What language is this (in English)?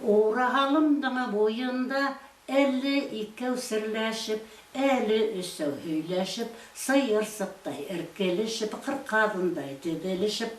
Bashkir